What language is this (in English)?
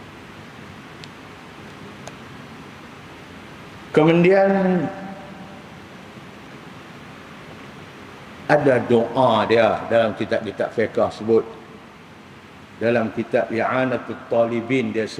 Malay